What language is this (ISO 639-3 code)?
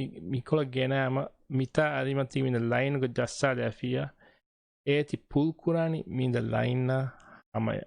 div